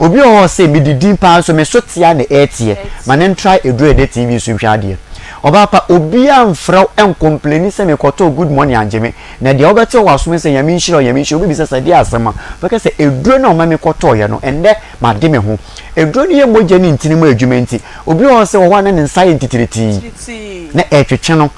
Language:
Akan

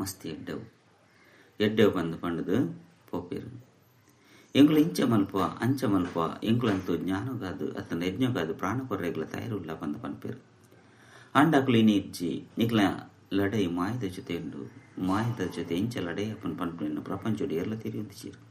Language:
Tulu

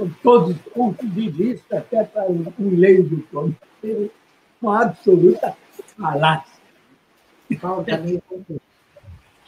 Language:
Portuguese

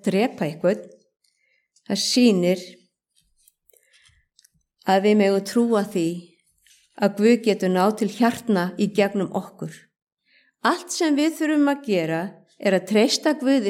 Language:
Icelandic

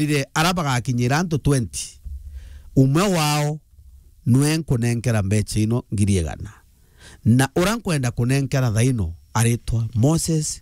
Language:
Meru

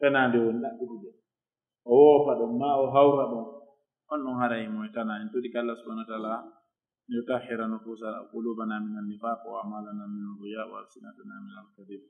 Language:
Pular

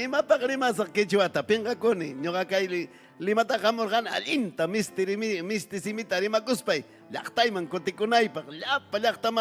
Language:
Ayacucho Quechua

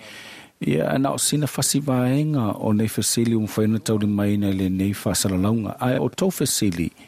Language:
Samoan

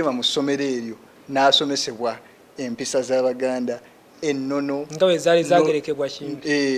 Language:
Ganda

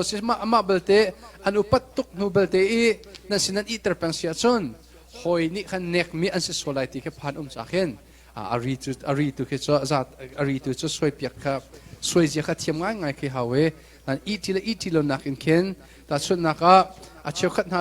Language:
Hakha Chin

